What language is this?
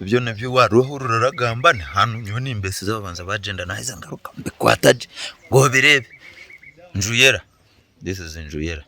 Nyankole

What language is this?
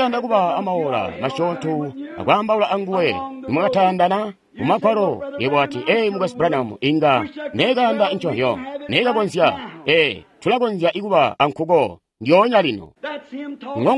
Tonga (Zambia)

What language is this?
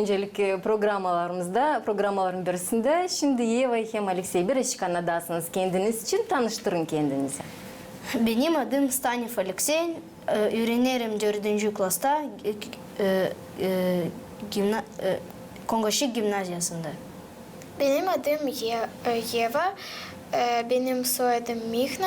Gagauz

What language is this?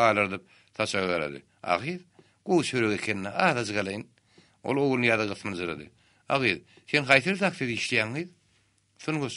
Turkmen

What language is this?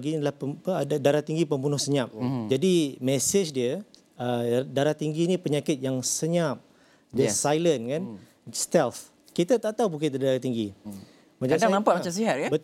Malay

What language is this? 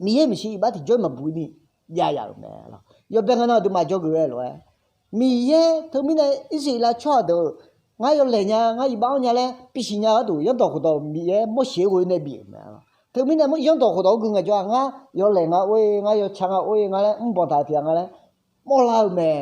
Akha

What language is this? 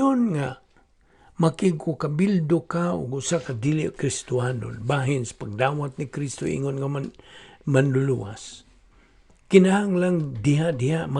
Cebuano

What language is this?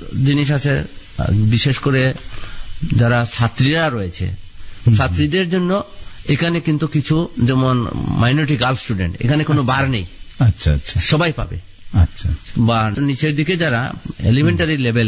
Bangla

